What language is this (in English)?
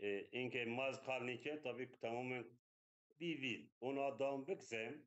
Zaza